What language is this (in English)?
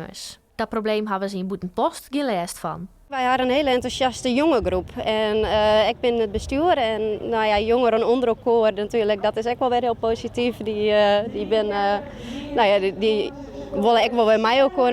Western Frisian